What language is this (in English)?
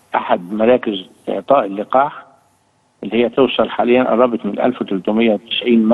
Egyptian Arabic